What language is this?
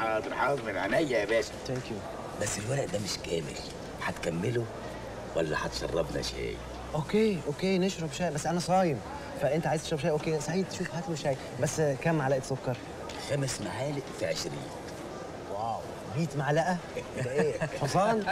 Egyptian Arabic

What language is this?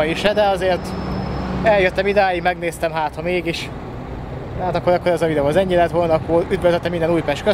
Hungarian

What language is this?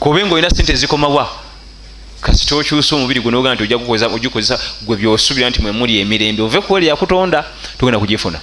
Ganda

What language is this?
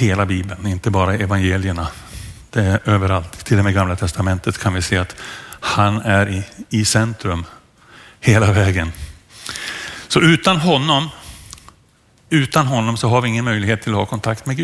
Swedish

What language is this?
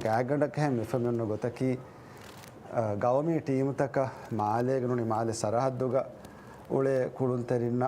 Divehi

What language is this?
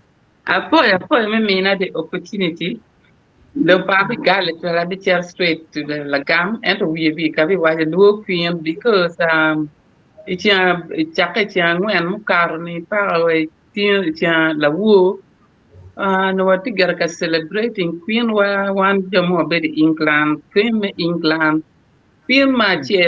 Acoli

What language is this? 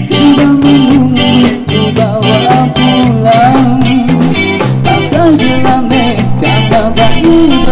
Malay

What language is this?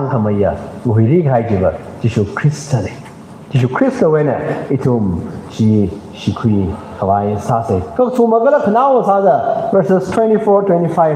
Tangkhul Naga (India)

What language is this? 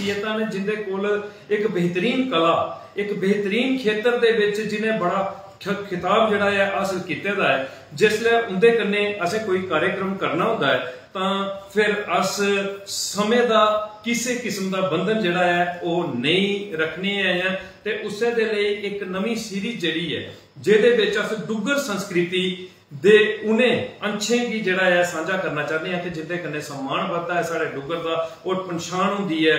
Dogri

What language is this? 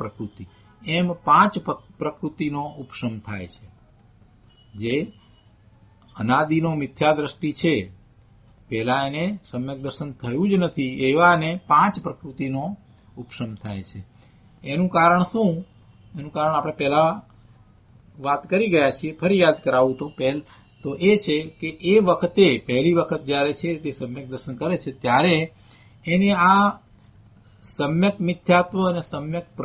Gujarati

